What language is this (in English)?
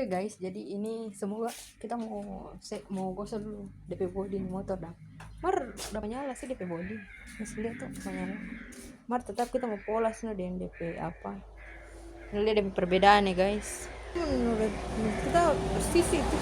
Manado Malay